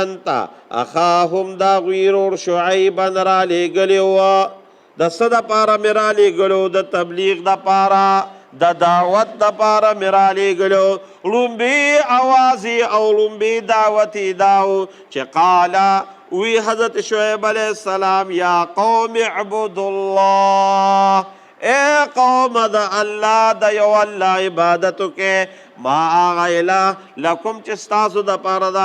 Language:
Pashto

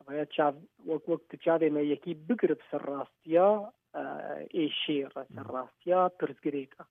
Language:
Kurdish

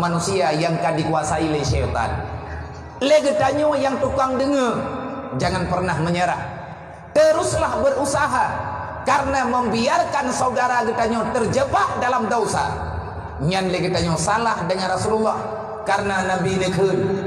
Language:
Achinese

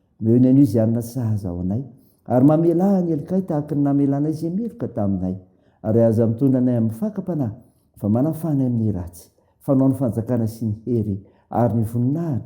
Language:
Malagasy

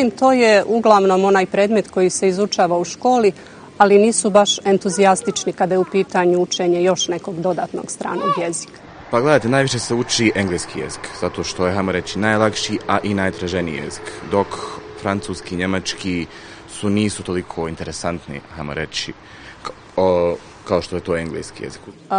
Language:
Bosnian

